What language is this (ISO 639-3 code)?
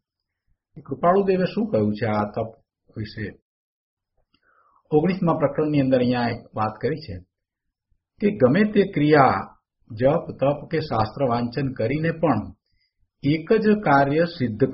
guj